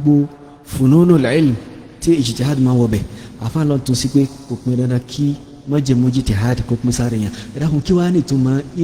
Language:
Yoruba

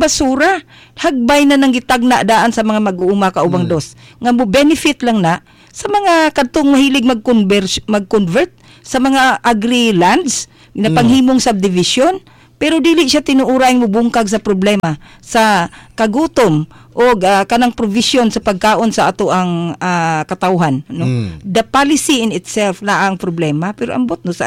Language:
Cebuano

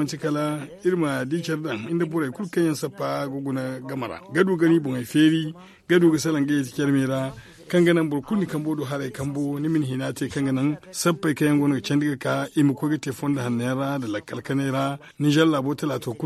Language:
Zarma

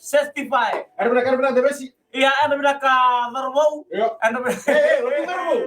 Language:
Fijian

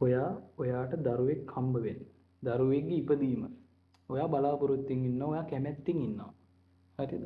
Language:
Sinhala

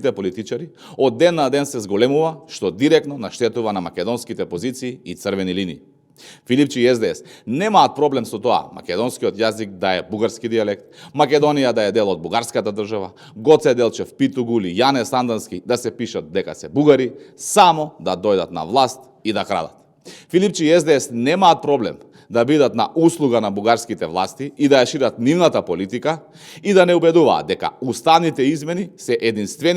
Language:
Macedonian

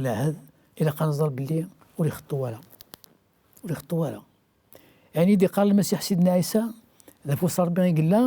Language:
Kabyle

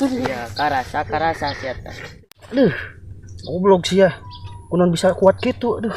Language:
Sundanese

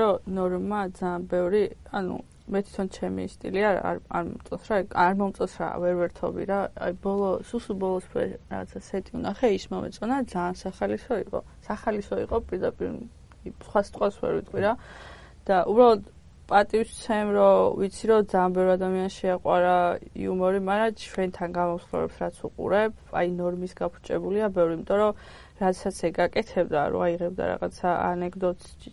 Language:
Georgian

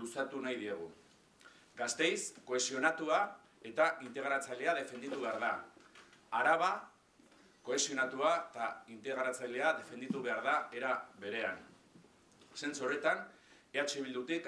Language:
Basque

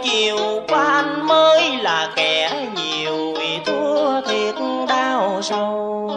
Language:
Vietnamese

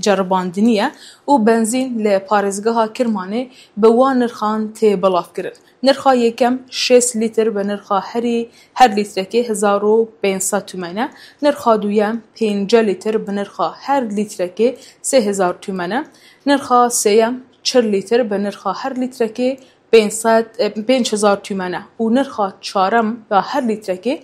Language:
Kurdish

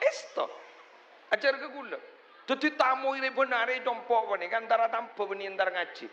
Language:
Madurese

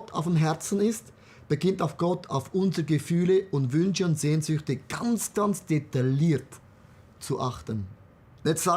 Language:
Swiss German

